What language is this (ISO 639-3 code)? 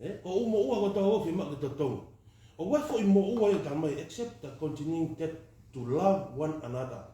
ton